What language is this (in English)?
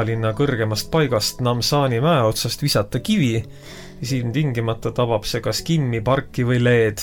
Estonian